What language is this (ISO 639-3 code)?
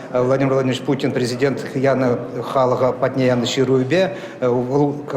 chv